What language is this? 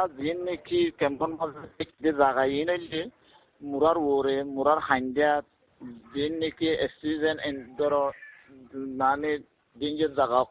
Bangla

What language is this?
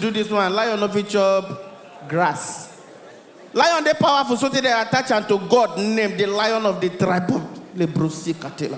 Nigerian Pidgin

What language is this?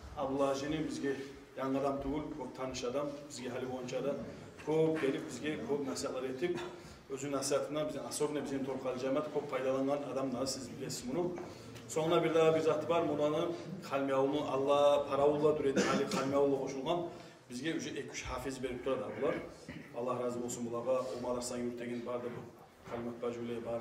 Kumyk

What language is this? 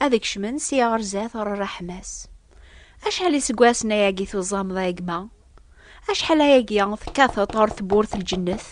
Kabyle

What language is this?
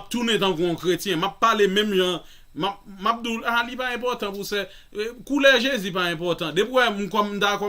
Haitian Creole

